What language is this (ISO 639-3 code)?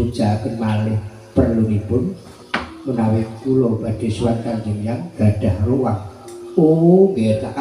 jav